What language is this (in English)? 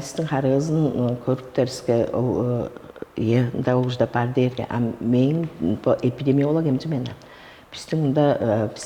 Tuvinian